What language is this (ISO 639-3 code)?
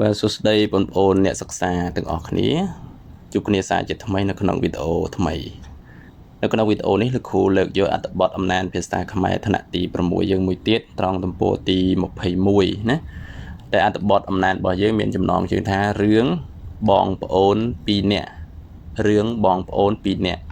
khm